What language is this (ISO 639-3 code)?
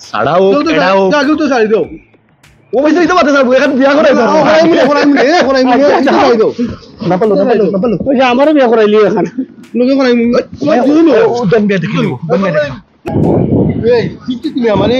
syl